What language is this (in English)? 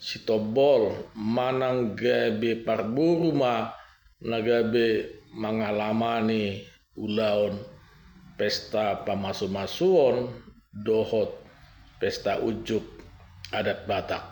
Batak Toba